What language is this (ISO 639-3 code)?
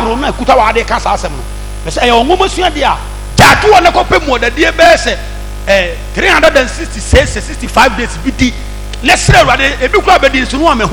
aka